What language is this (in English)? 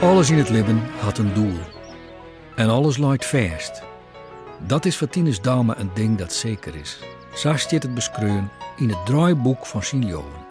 Western Frisian